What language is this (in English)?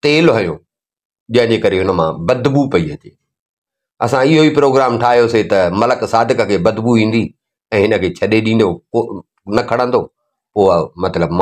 Sindhi